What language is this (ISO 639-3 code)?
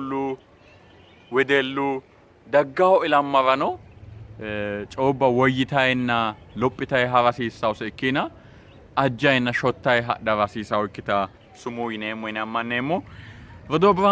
sid